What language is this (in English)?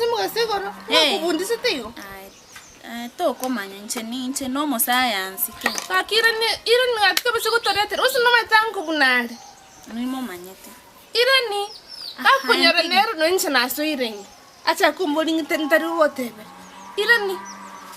Gusii